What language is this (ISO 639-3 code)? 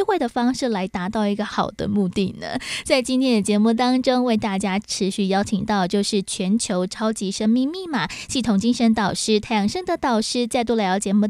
zho